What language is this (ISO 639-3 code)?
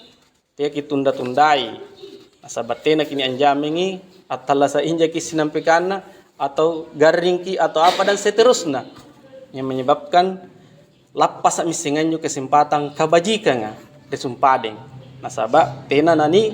mak